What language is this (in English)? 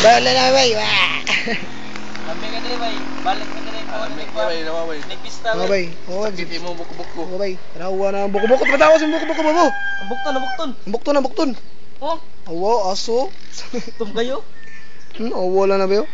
Cebuano